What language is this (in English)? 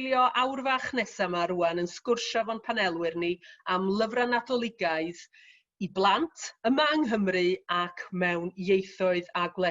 Welsh